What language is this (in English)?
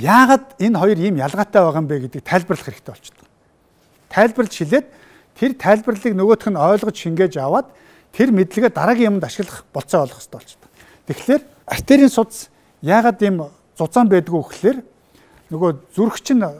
Mongolian